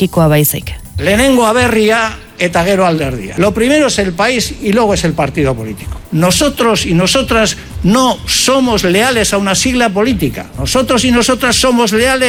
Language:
Basque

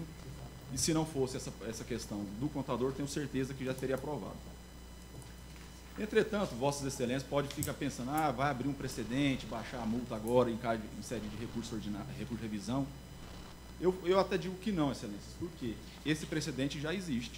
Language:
Portuguese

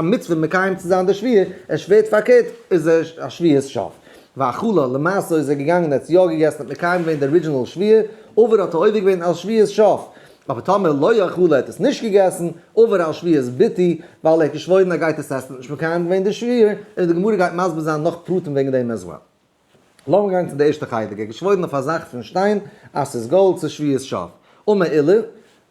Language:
Yiddish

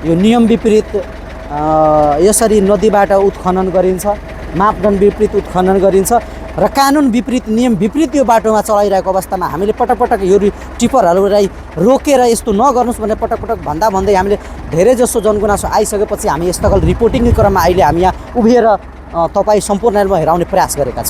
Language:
Nepali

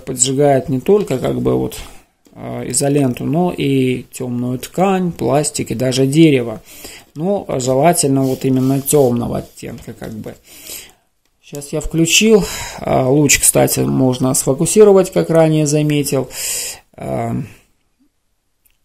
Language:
Russian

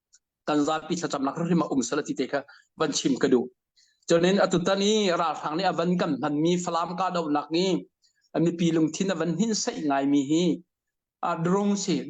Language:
Hakha Chin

